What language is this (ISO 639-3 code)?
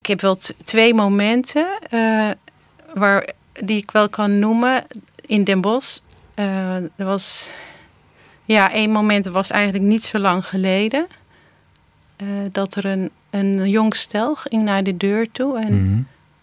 nld